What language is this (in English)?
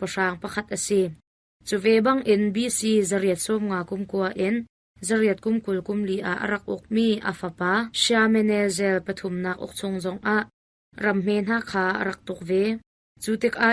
Hakha Chin